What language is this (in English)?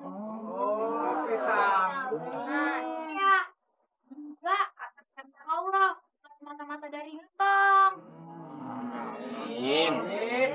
Betawi